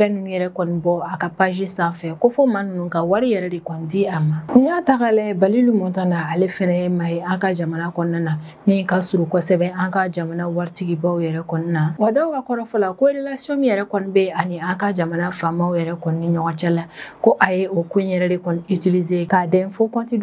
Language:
Bambara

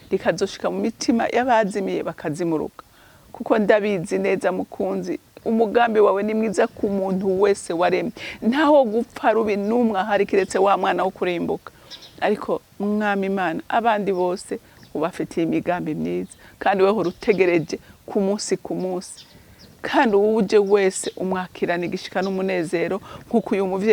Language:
Rundi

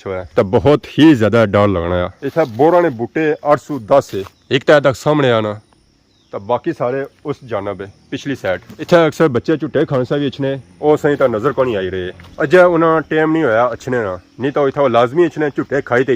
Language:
Pahari-Potwari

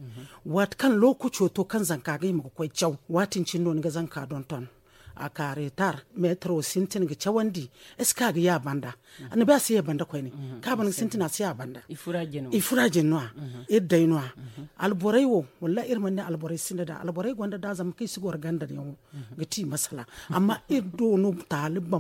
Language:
Zarma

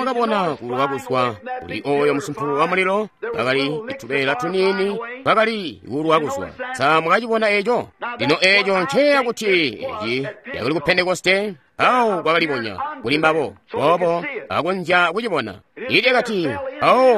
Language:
Tonga (Zambia)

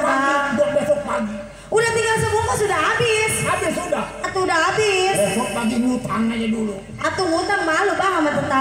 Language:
Betawi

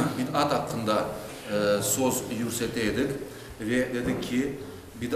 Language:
Crimean Tatar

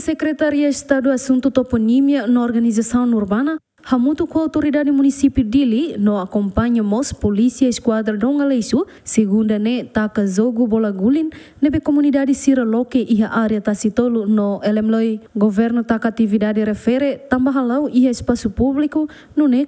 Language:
Tetum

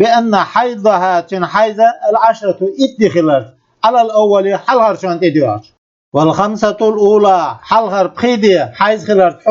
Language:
Chechen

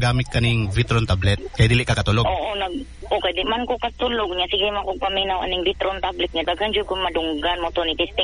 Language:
Cebuano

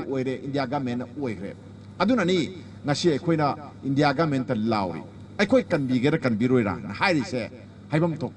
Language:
Manipuri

